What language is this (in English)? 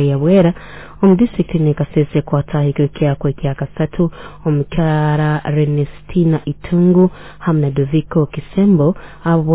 Nyoro